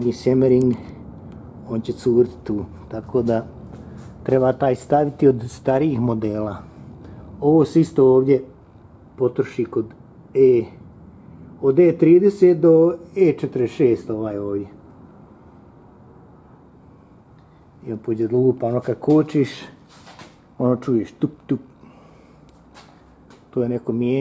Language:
Croatian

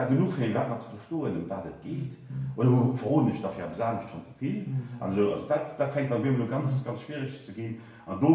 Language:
Luxembourgish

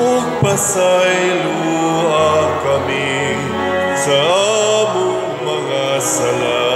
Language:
Cebuano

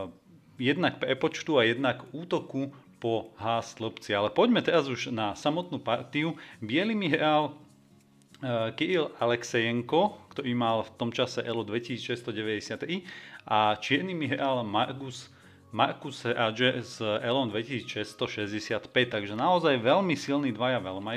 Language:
Slovak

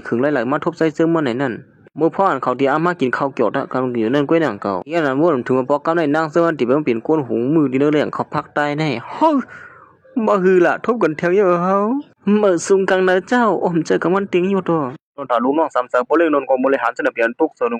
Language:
Shan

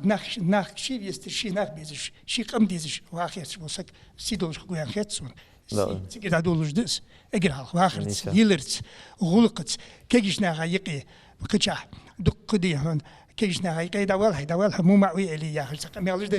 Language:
Ingush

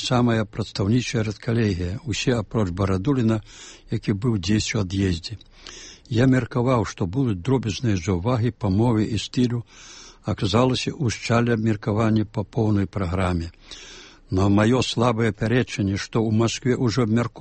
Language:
Belarusian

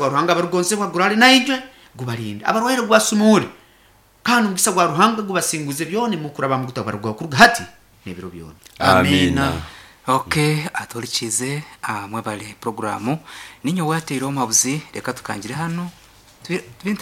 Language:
Nyankole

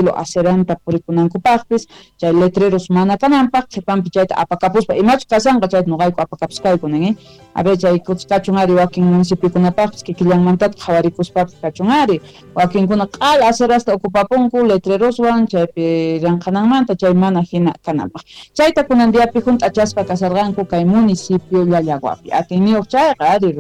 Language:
Quechua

